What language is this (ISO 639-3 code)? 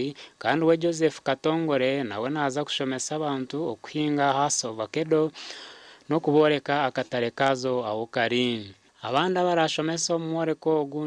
nyn